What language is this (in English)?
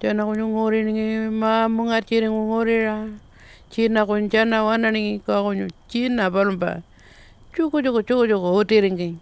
Pitjantjatjara